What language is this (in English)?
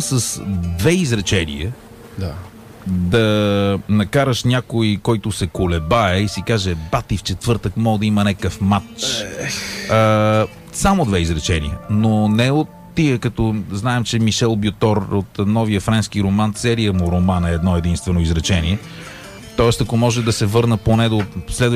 Bulgarian